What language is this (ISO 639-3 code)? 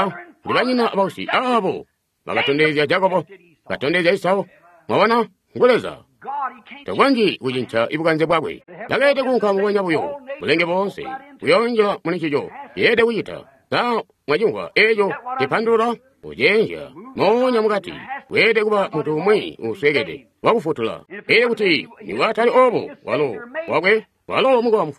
toi